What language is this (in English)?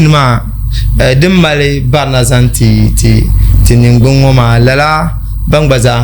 Dagbani